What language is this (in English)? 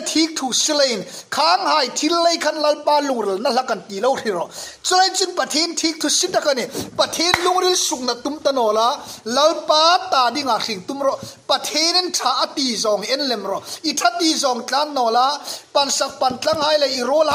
Hmar